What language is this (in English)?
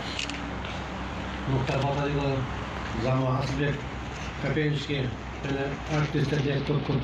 Kazakh